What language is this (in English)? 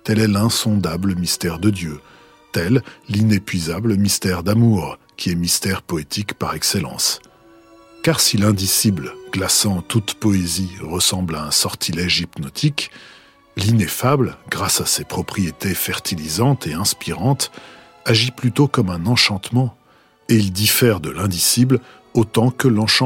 French